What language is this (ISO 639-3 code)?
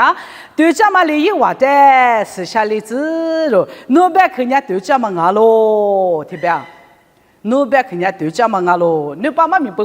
lis